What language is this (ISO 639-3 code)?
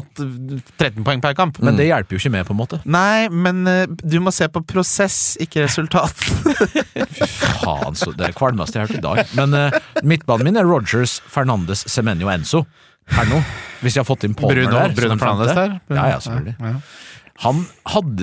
nor